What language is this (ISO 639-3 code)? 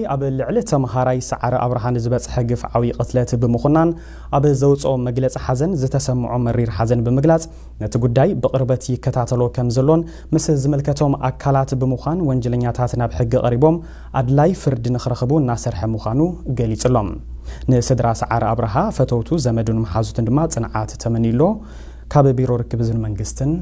tir